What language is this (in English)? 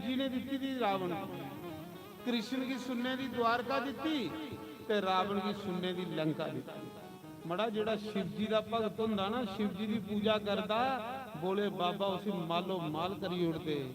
Dogri